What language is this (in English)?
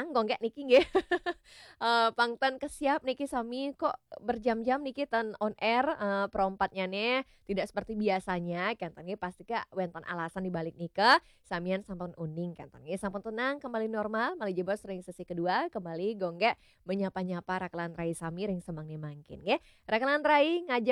Balinese